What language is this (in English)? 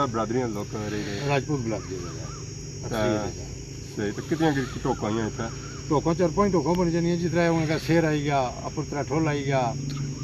Pahari-Potwari